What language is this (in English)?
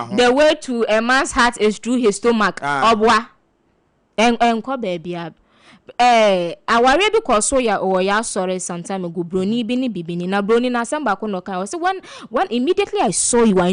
Akan